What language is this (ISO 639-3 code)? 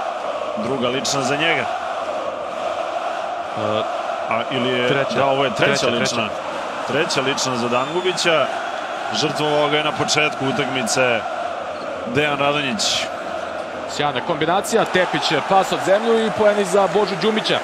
srp